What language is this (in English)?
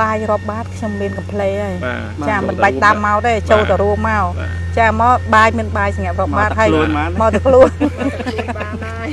Khmer